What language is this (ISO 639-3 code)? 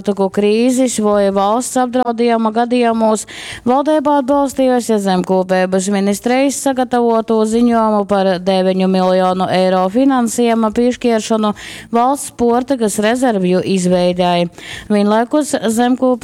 ltg